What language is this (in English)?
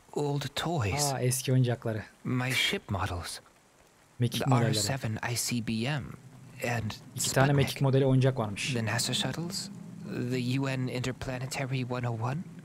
Turkish